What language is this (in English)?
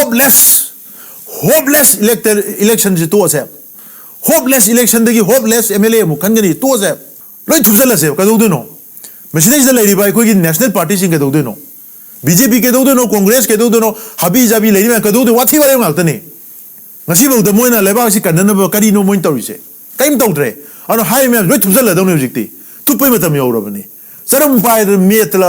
Manipuri